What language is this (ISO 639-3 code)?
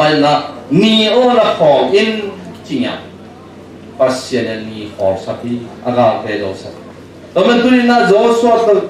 ctd